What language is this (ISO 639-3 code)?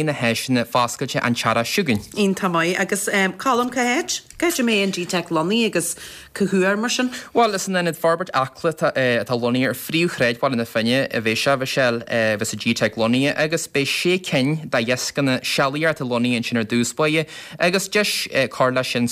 gle